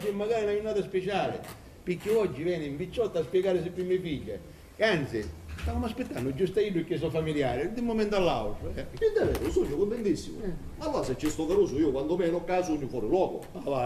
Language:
Sicilian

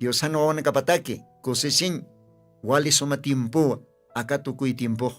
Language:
Aymara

